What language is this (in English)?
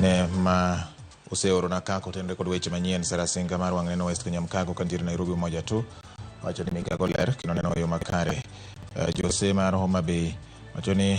Luo (Kenya and Tanzania)